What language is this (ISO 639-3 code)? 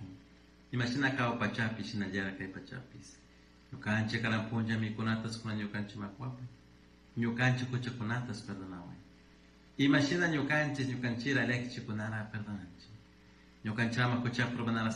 qug